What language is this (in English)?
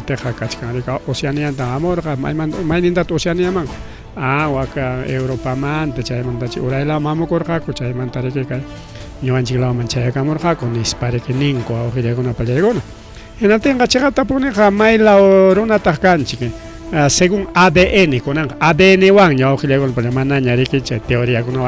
Ayacucho Quechua